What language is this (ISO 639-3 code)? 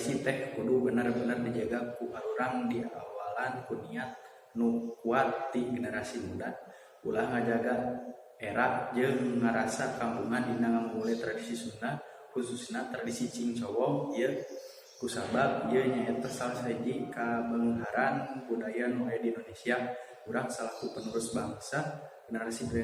sun